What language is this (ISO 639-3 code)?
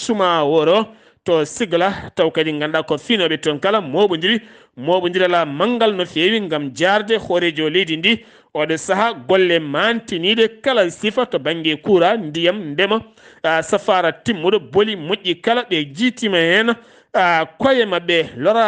ful